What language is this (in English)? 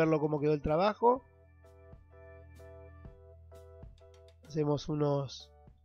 Spanish